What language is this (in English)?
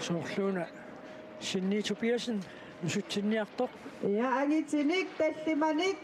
Kalaallisut